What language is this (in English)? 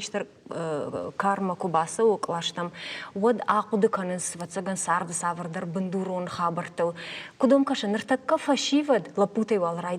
Ossetic